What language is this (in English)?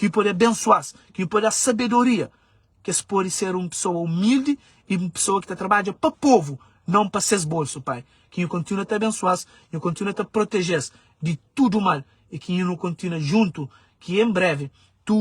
Kabuverdianu